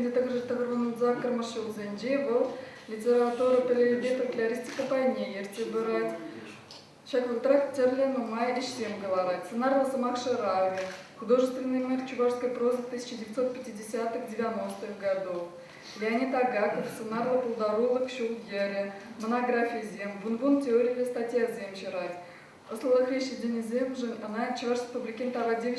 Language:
Chuvash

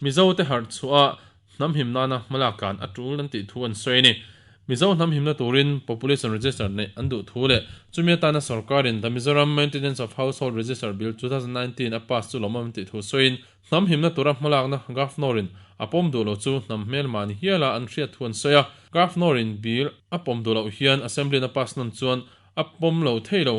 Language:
Mizo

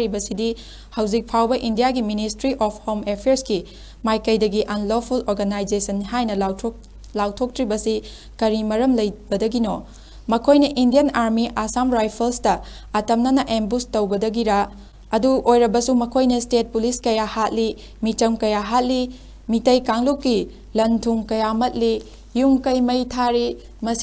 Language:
Manipuri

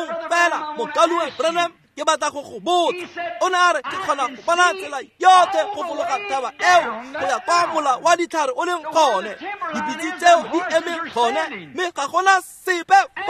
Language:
Tswana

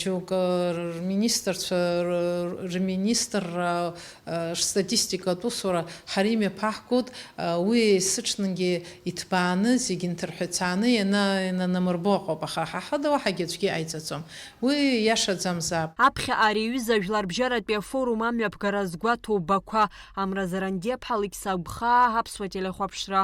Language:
Abkhazian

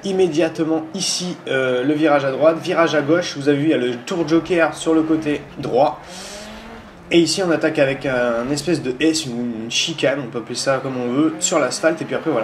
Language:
French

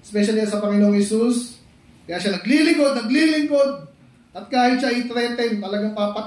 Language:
Filipino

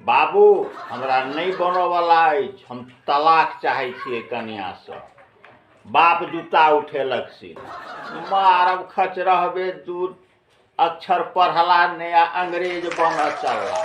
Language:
Maithili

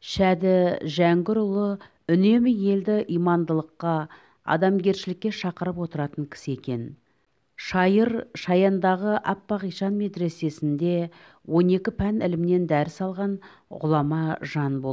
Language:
Kazakh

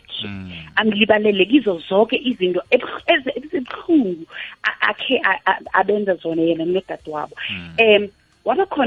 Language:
South Ndebele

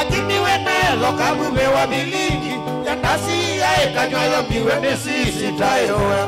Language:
Kamba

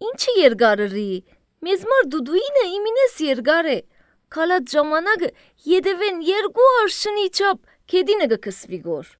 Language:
Armenian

